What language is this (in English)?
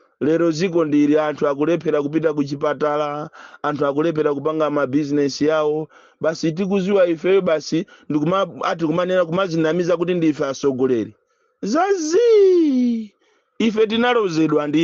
Nyanja